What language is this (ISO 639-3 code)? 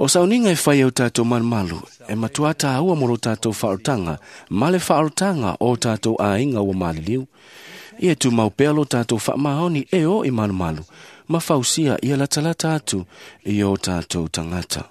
smo